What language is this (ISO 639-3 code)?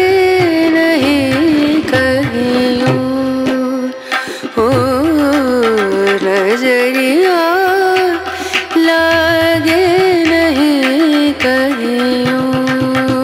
bho